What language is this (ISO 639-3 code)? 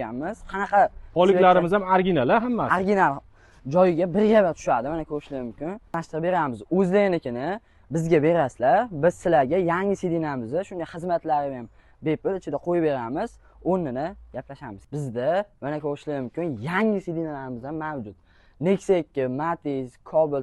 uzb